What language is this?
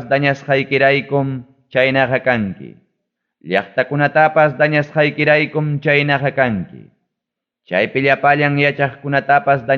Ayacucho Quechua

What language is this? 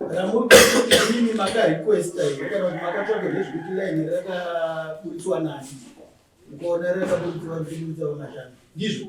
Shona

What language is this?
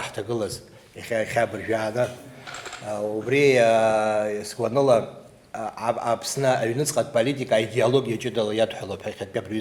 Abkhazian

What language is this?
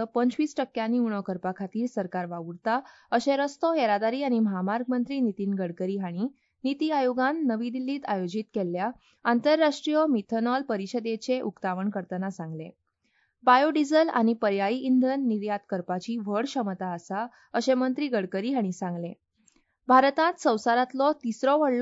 Konkani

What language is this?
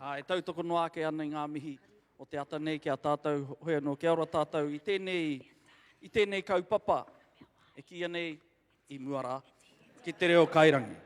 Māori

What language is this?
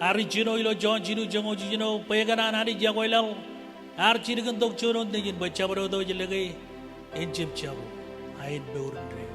Marshallese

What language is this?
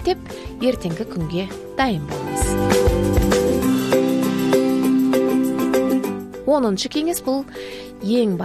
Kazakh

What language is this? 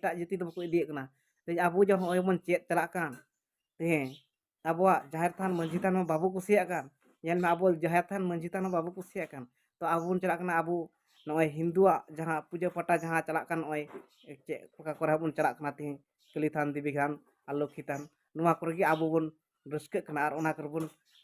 Santali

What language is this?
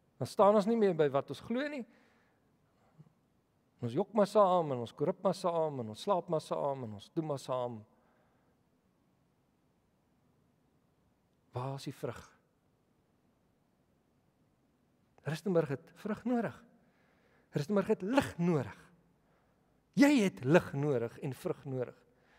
Afrikaans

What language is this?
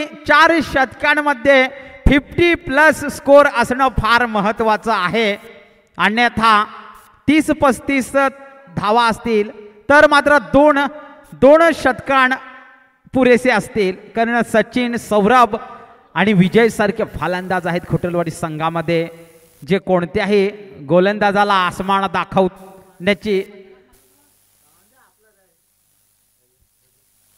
Marathi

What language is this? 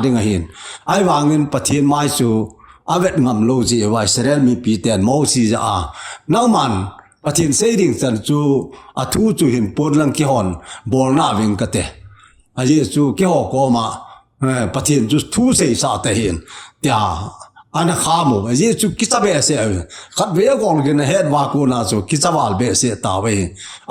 Thado Chin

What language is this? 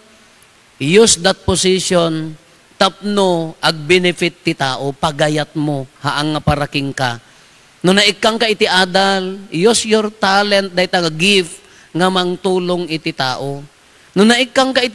Iloko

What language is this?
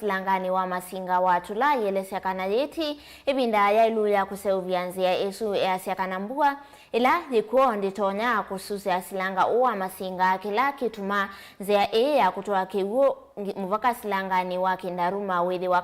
Kamba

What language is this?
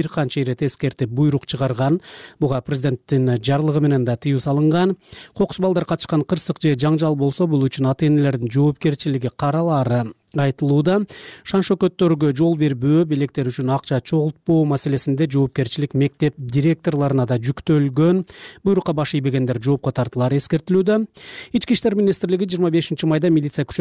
Kyrgyz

